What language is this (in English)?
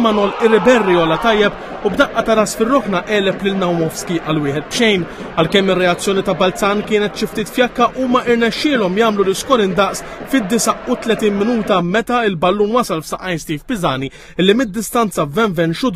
Maltese